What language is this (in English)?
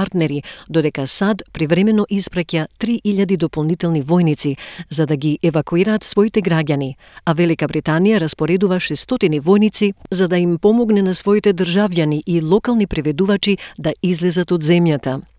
Macedonian